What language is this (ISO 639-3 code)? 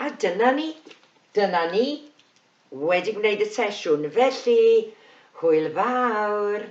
cym